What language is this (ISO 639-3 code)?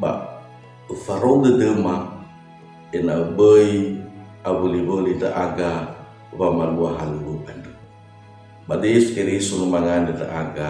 nia